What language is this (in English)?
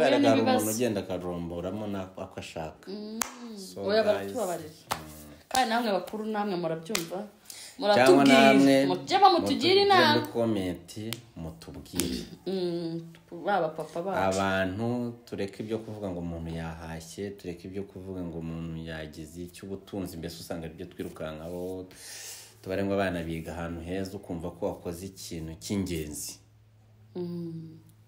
Kinyarwanda